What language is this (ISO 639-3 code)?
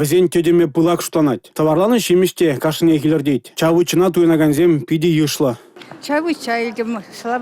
chv